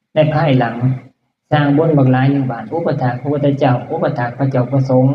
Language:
Northeastern Thai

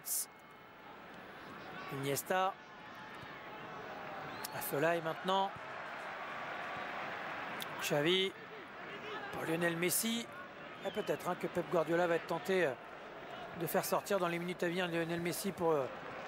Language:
French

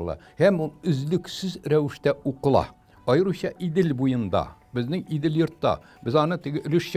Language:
Tatar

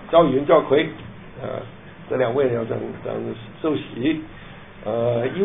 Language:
Chinese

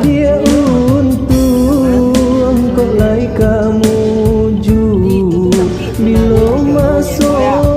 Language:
Minangkabau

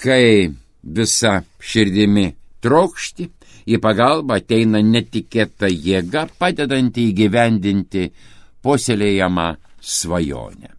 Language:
Lithuanian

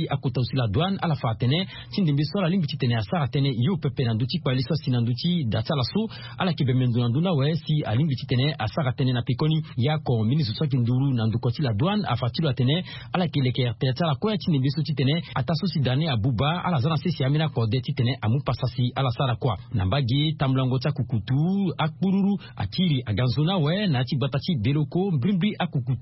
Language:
Sango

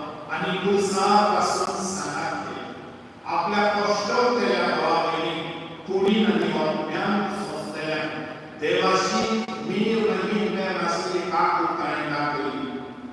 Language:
Konkani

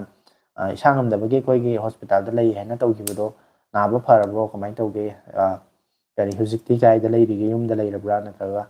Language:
Manipuri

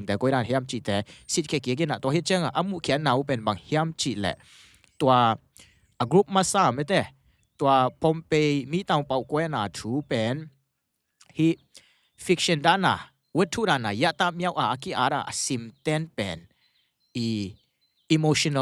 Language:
Tedim Chin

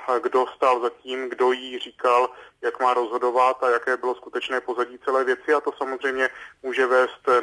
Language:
Czech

